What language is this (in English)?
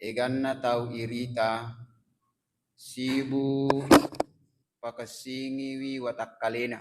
Buginese